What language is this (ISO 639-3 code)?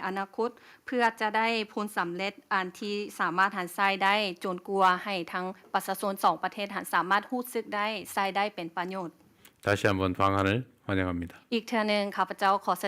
lao